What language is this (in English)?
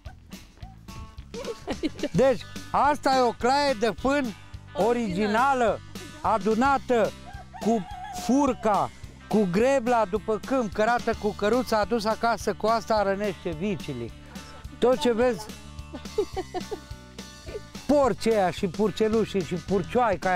Romanian